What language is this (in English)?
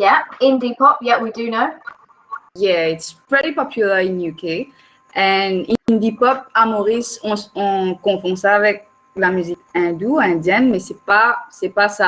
Morisyen